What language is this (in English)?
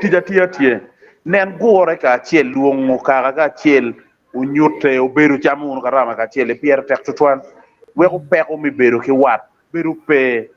Acoli